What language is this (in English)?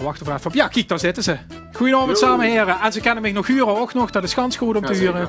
Limburgish